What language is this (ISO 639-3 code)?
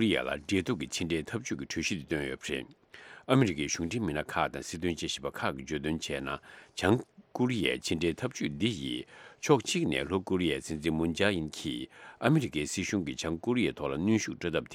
bod